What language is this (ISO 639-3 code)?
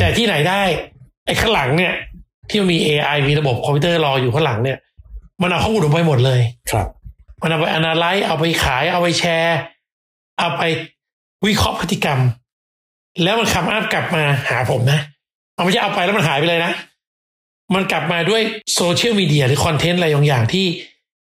tha